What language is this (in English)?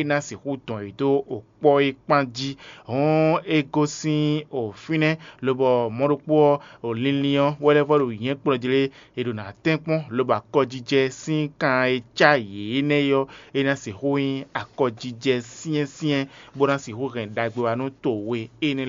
Fon